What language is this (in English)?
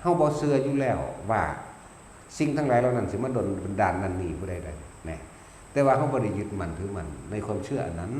Northeastern Thai